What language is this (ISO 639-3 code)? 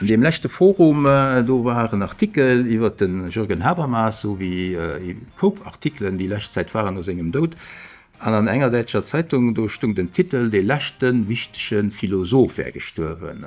ltz